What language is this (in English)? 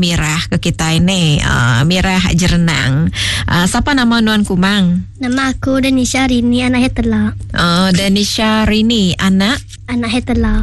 Iban